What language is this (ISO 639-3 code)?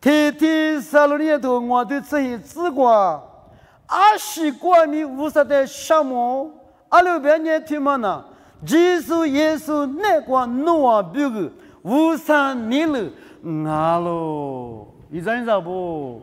lis